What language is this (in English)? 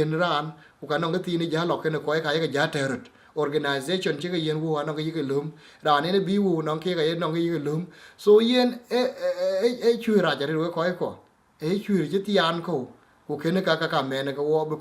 Dinka